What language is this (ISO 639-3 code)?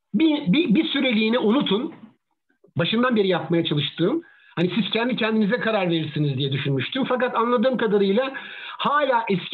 tur